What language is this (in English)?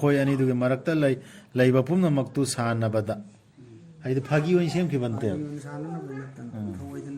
Manipuri